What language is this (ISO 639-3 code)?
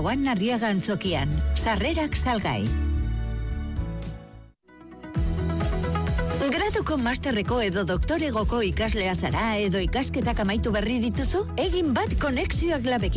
eus